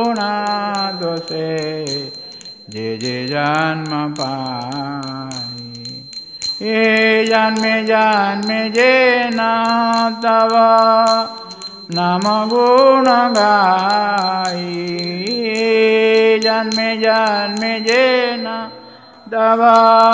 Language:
Odia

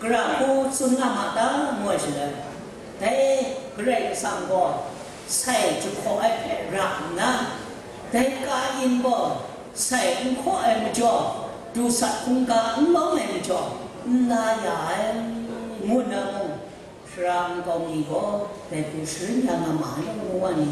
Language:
Kachin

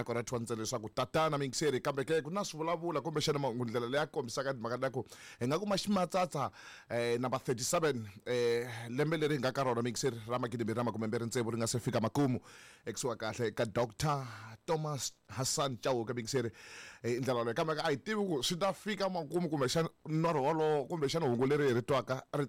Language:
Tsonga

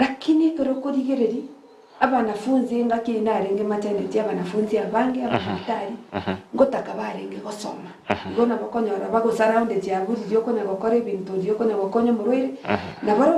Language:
Gusii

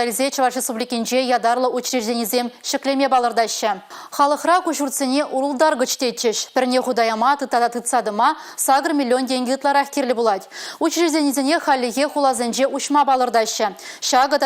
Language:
Chuvash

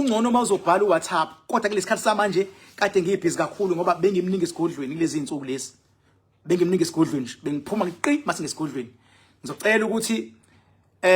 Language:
Zulu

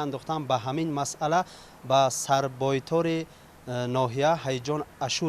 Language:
Tajik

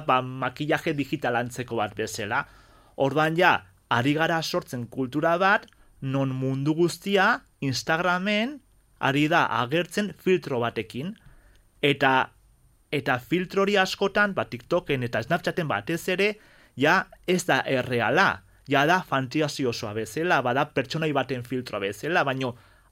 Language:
Basque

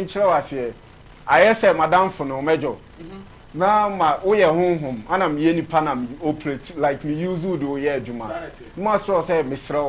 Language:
Akan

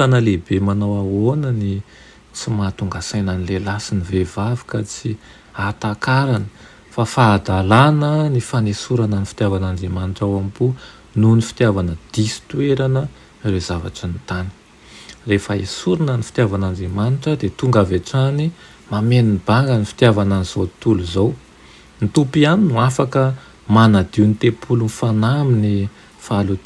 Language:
Malagasy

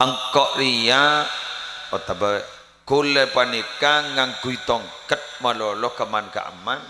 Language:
Madurese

